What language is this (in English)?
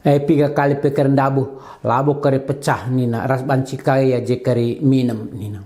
Batak Karo